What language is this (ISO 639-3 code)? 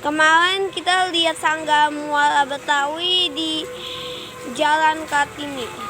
bew